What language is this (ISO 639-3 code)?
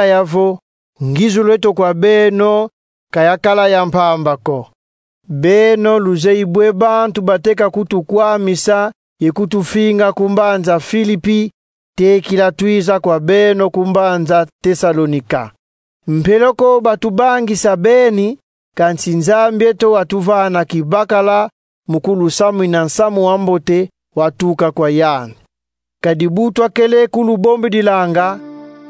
kon